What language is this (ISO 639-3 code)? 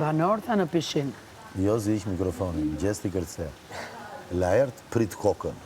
sqi